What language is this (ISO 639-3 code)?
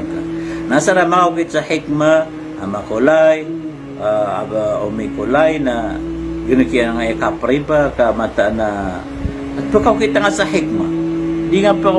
mrw